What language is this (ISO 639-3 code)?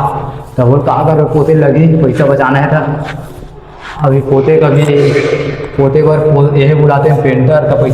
hne